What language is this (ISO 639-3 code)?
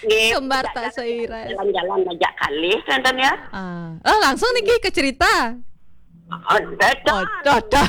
ban